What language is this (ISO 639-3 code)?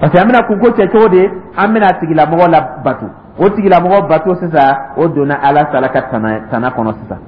dyu